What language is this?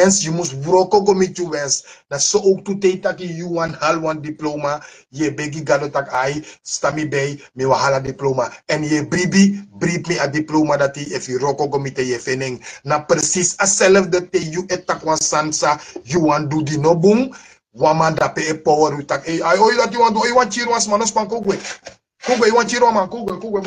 Sranan Tongo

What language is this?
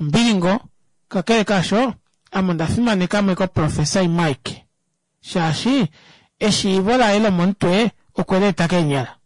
Kuanyama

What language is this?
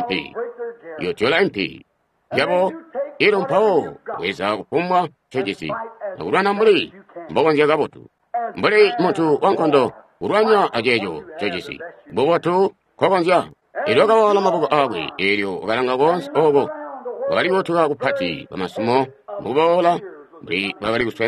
Tonga (Zambia)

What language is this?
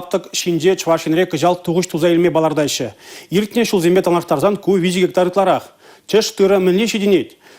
Chuvash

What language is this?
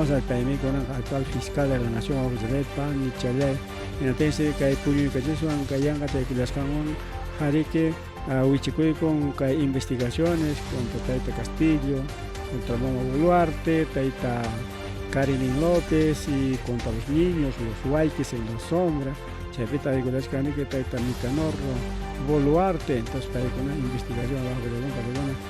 Ayacucho Quechua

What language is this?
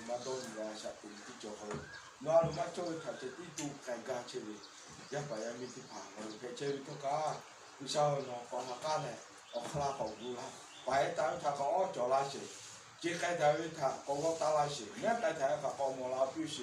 Lahu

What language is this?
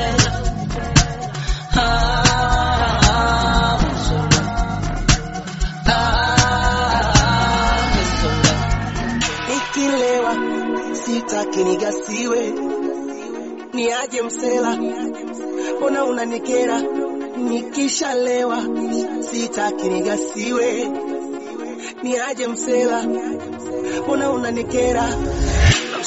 Swahili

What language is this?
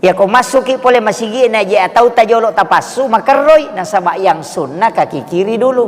Buginese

